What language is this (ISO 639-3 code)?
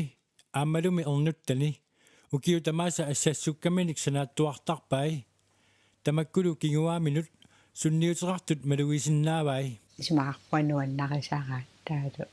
kal